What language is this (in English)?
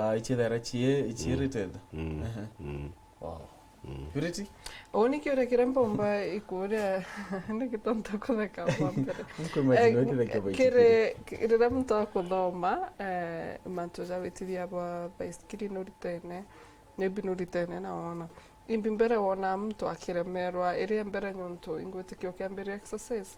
Meru